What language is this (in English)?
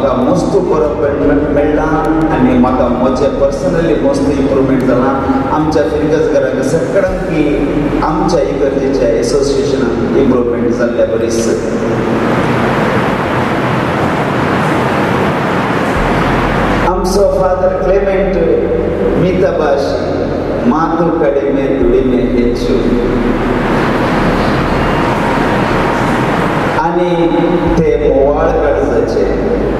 Konkani